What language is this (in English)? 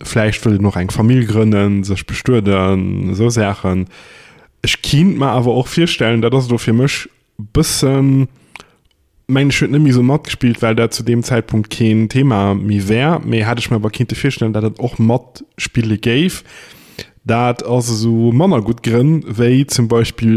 Luxembourgish